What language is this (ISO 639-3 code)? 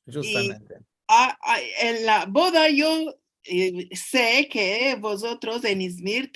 lad